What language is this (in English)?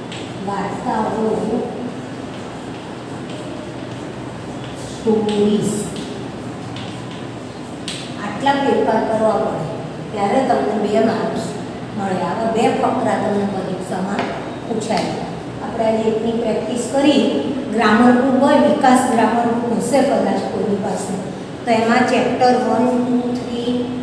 Gujarati